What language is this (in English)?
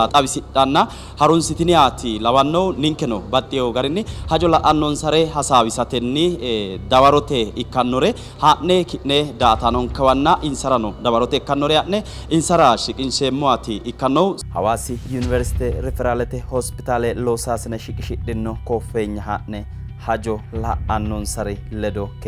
Sidamo